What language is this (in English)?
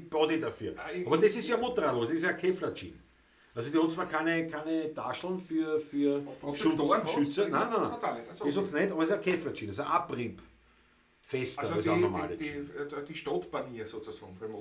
Bavarian